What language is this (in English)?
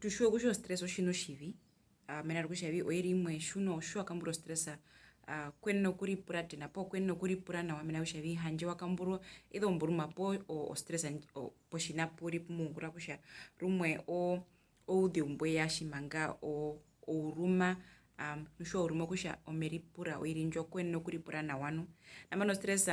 Herero